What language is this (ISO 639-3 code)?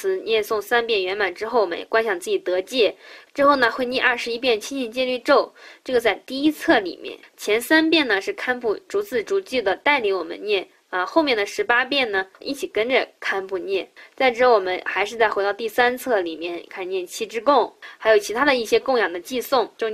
zho